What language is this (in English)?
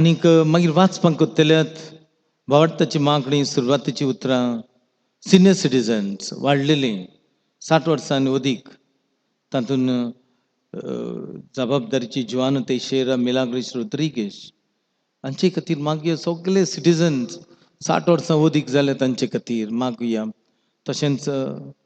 Konkani